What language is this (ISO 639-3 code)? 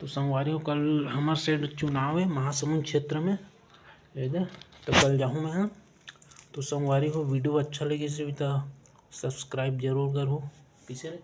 hne